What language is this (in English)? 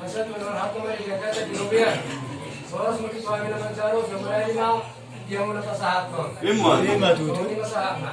Batak Toba